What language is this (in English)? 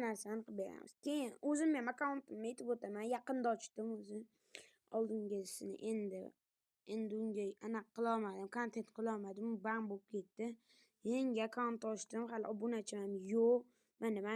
Uzbek